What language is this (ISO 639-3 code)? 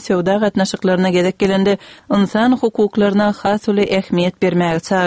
tuk